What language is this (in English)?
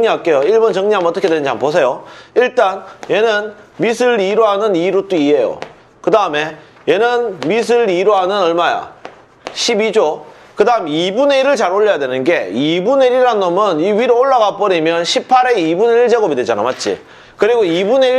Korean